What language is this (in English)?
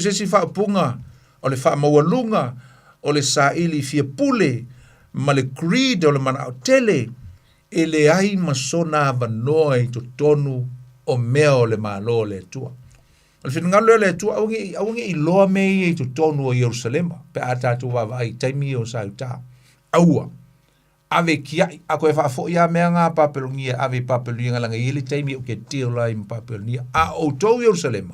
Samoan